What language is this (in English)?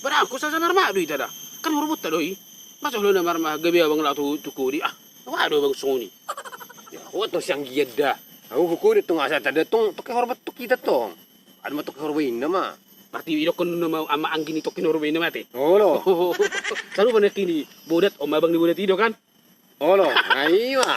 Batak Toba